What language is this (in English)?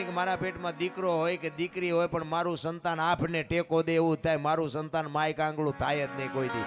Gujarati